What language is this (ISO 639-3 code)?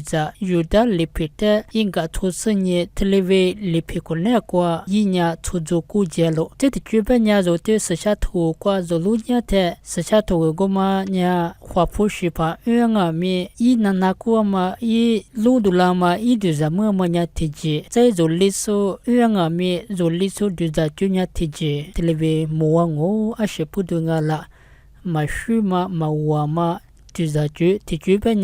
lis